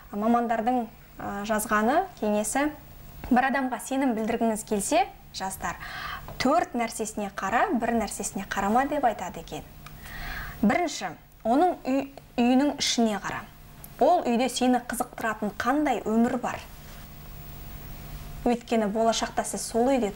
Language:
Kazakh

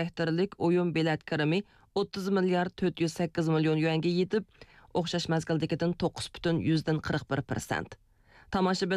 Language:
Uyghur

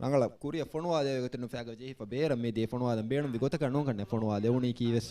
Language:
Divehi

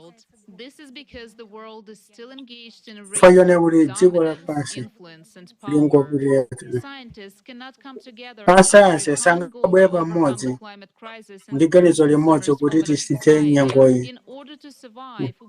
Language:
Nyanja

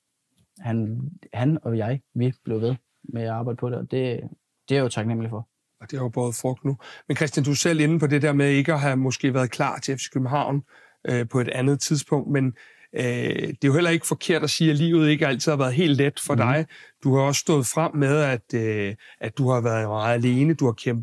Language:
Danish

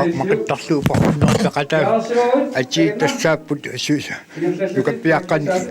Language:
Kalaallisut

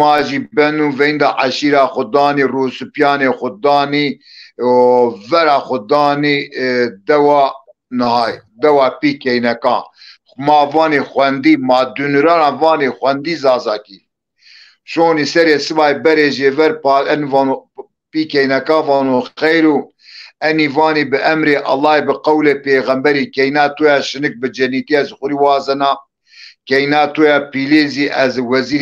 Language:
Zaza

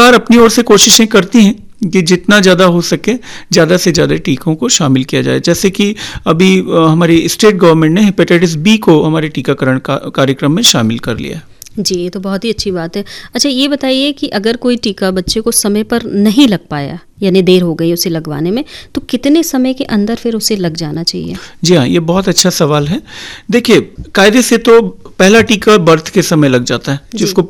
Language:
Hindi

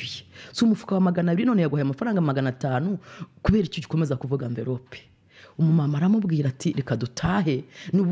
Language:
Kinyarwanda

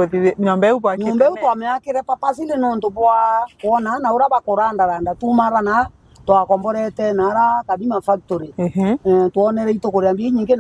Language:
Meru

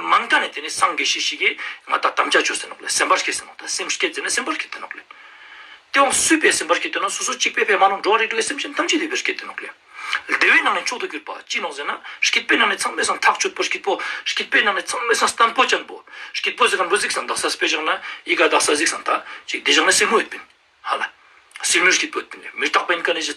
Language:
Ladakhi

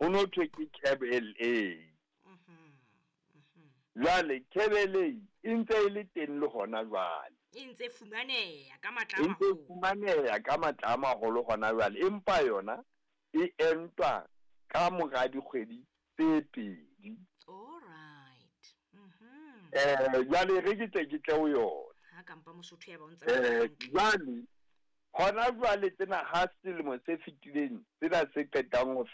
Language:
Southern Sotho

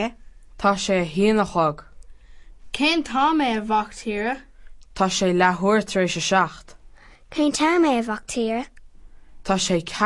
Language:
Irish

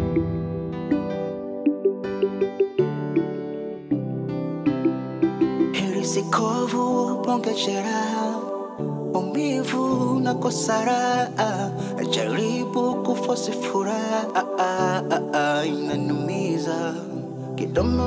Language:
Swahili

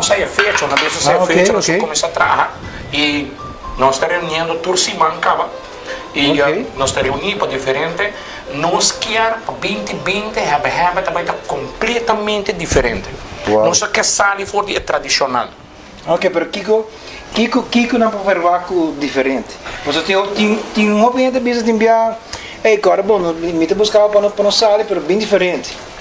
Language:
Papiamento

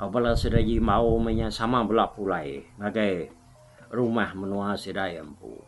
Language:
Iban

